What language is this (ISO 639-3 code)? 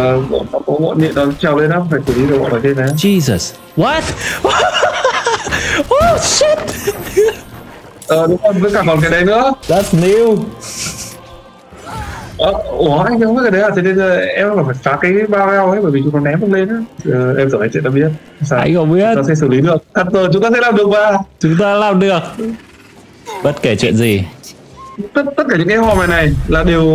vie